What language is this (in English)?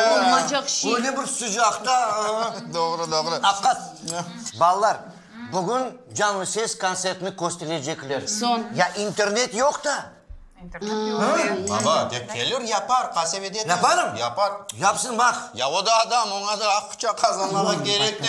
Crimean Tatar